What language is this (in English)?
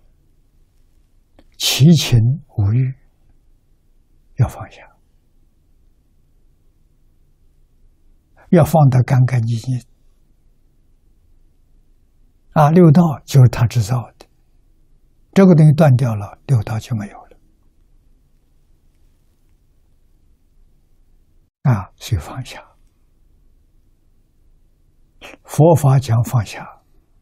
Chinese